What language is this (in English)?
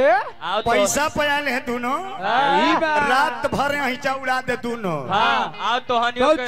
Bhojpuri